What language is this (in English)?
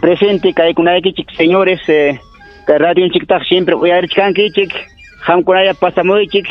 Ayacucho Quechua